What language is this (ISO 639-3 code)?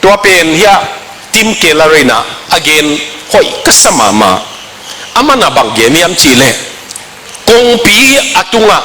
ctd